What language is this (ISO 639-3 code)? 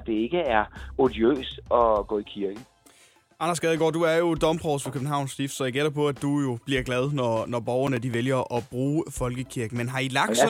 dan